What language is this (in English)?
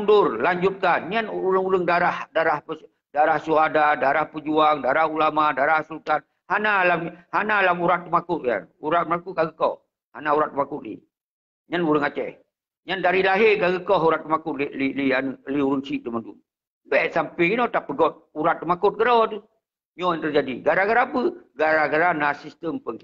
Achinese